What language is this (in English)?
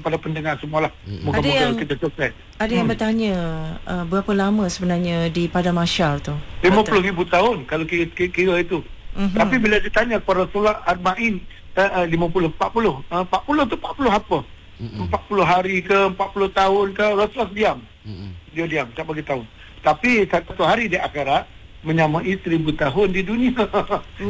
Malay